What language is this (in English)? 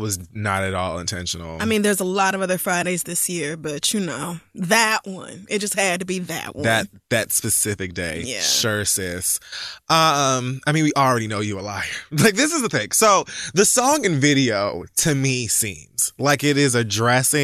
English